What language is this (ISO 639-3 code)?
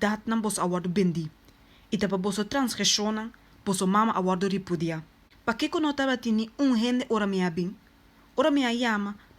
pap